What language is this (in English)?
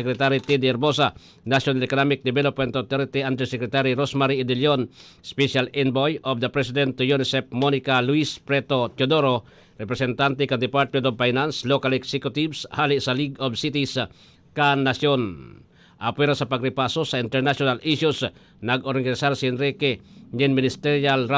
Bikol